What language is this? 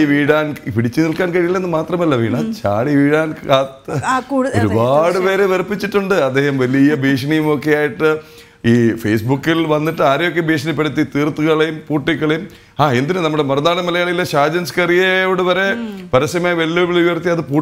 Malayalam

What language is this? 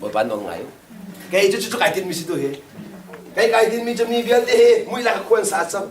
Hakha Chin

